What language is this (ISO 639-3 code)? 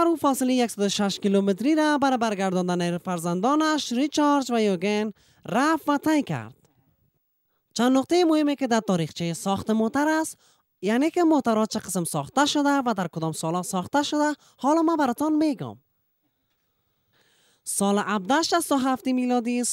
fas